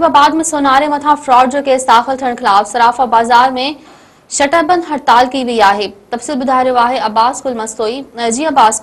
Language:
Sindhi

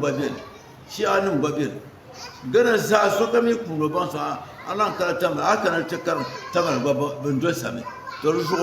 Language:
Dagbani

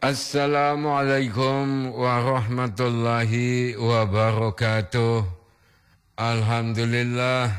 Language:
Gorontalo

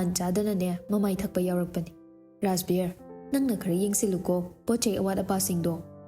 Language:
Manipuri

